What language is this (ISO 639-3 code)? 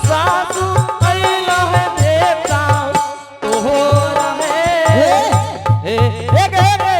anp